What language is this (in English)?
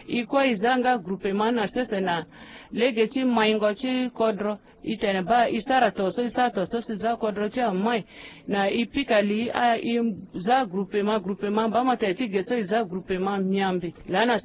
Sango